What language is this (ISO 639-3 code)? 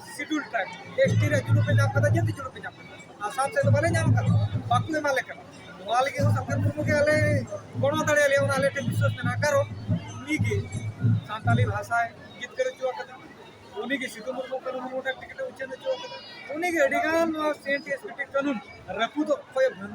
sat